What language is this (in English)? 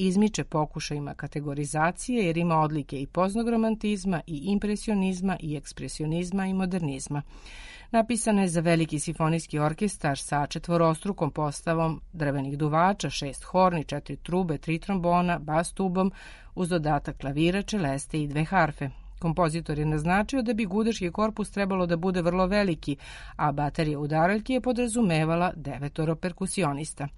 Serbian